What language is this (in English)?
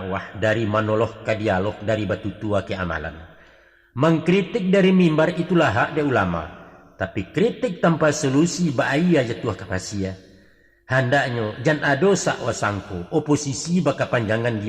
Minangkabau